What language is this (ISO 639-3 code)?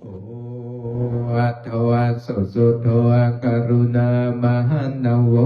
pli